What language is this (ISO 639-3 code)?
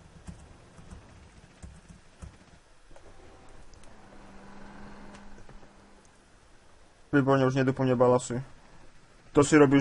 slk